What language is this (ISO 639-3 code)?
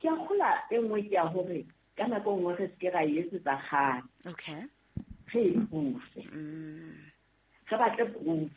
sot